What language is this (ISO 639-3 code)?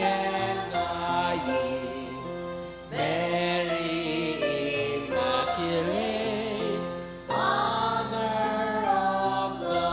bik